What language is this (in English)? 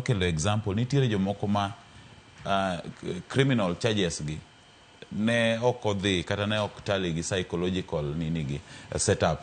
Luo (Kenya and Tanzania)